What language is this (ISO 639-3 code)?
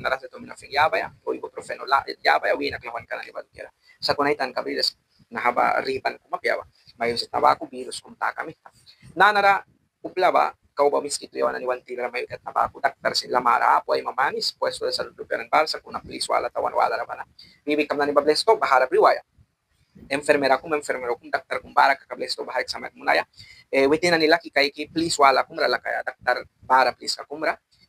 miq